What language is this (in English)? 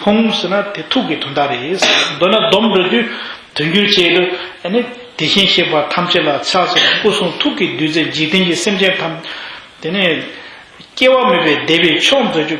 Tibetan